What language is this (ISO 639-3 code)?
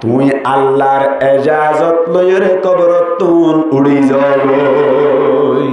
rhg